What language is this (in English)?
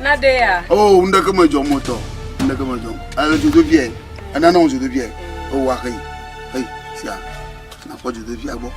Ewe